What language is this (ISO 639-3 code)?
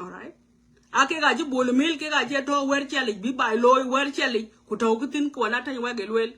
nus